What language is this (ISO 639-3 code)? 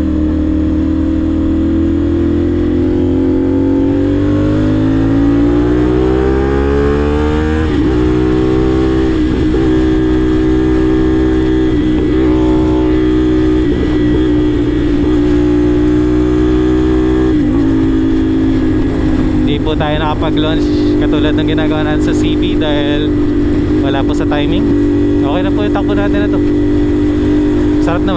fil